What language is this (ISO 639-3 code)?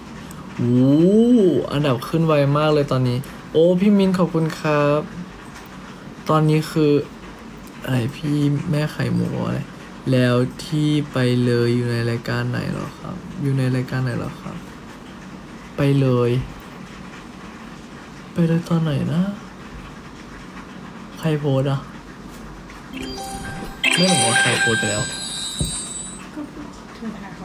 tha